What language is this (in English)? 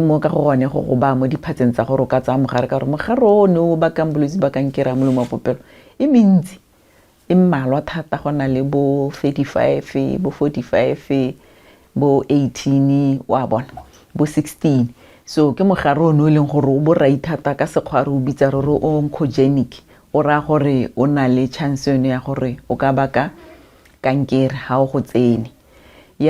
Tswana